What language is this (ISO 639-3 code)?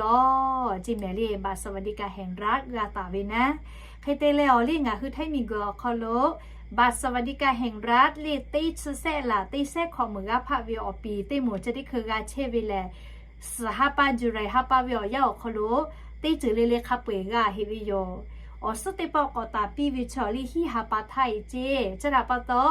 lhu